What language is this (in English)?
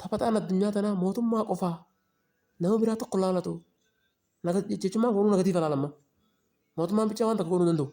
Oromo